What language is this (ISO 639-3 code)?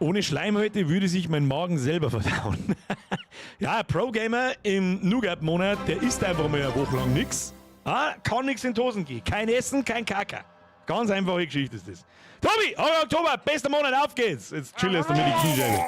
bar